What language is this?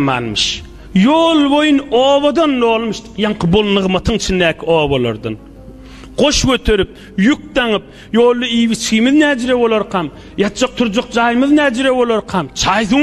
Turkmen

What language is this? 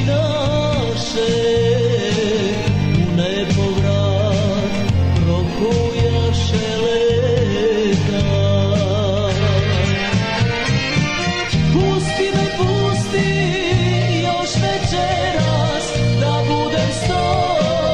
Serbian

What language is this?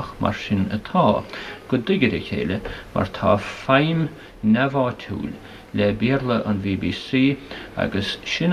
Irish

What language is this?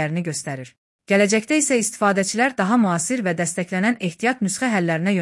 Azerbaijani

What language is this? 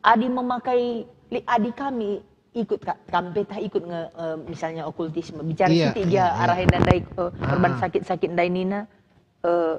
Batak Karo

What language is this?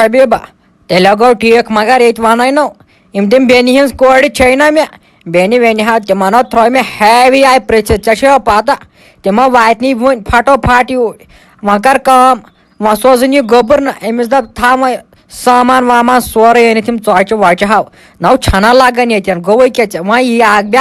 Kashmiri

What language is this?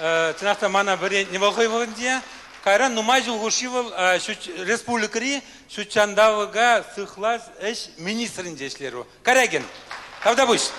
Chuvash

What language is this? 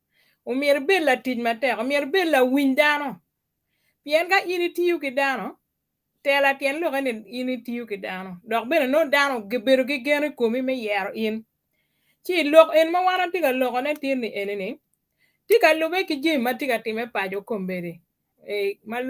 Acoli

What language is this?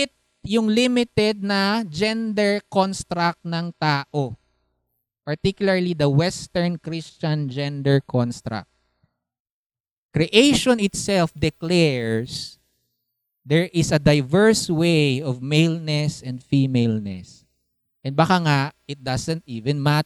Filipino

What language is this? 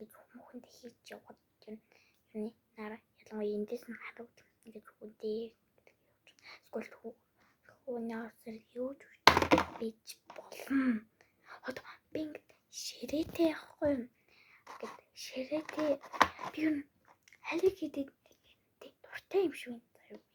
Mongolian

